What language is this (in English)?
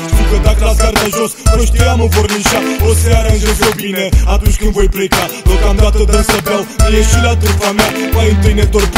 Romanian